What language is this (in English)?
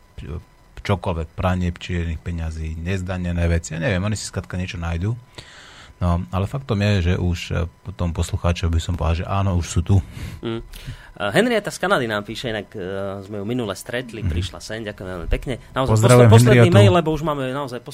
Slovak